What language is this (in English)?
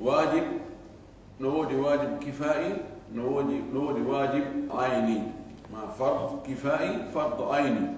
Fula